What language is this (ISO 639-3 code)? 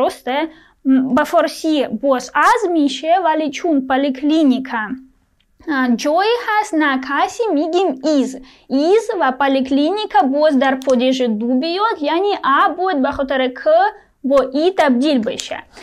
fas